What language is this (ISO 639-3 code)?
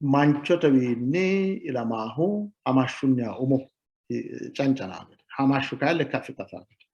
sid